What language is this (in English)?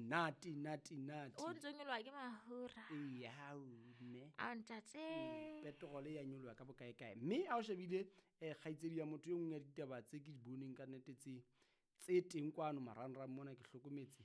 Southern Sotho